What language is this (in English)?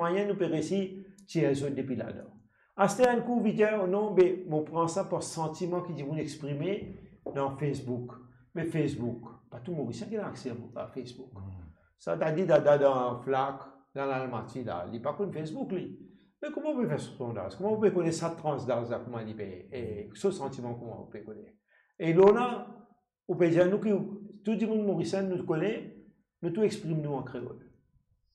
Morisyen